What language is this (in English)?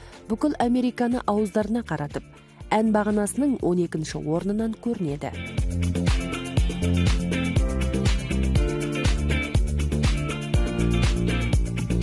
Kazakh